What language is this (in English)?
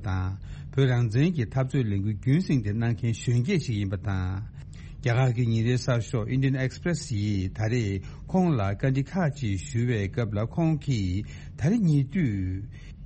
Tibetan